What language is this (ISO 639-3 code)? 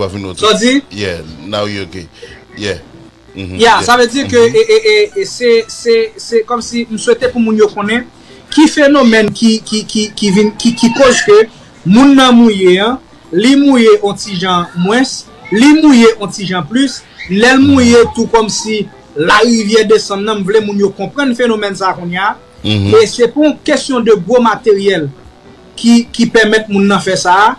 hat